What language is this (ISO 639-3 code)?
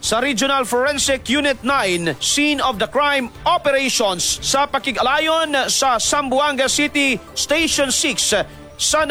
ceb